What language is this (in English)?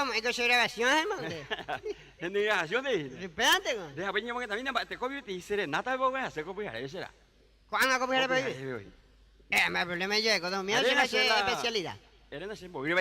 Guarani